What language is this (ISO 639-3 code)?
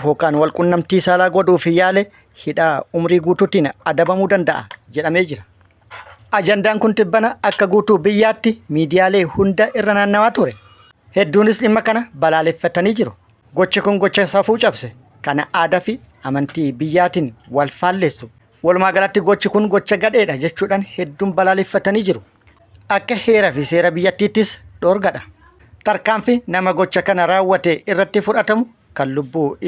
orm